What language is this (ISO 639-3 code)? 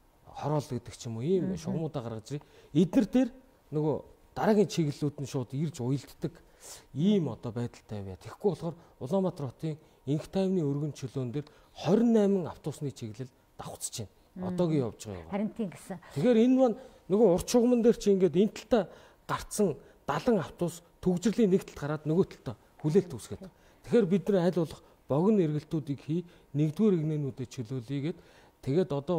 mon